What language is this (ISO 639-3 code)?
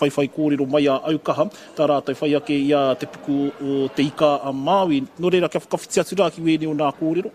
mri